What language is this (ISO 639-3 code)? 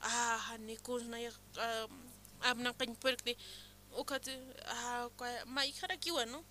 aym